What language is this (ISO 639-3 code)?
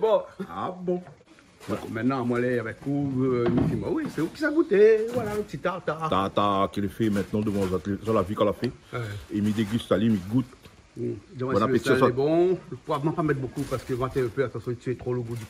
rcf